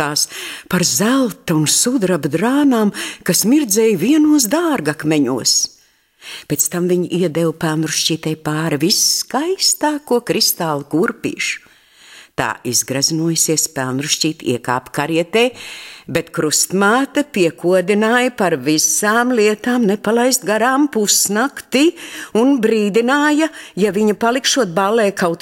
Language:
Latvian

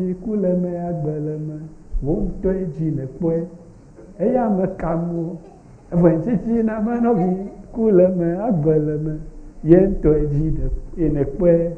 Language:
Ewe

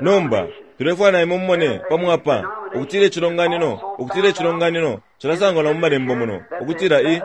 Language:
Bemba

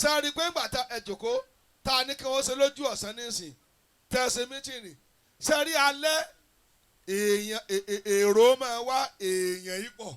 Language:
Yoruba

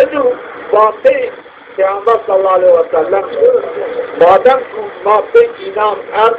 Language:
Zaza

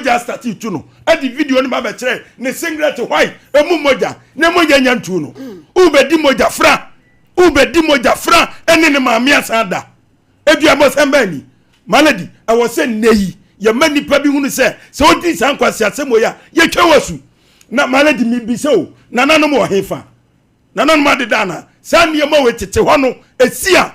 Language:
Akan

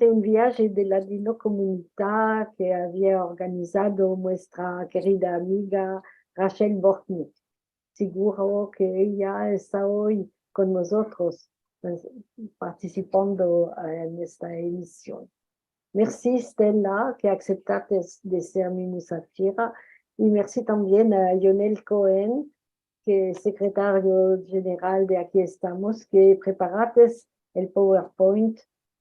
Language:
Ladino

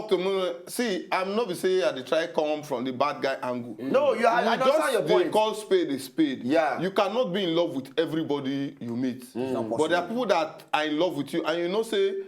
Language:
Nigerian Pidgin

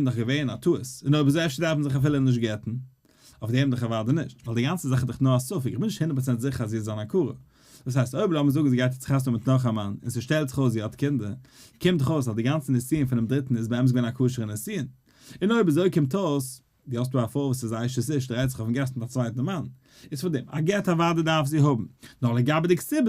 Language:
Yiddish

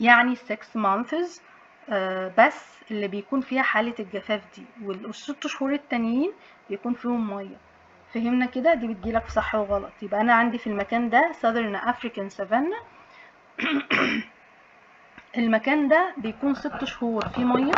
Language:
Egyptian Arabic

